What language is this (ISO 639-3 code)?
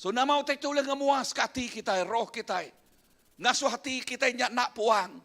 iba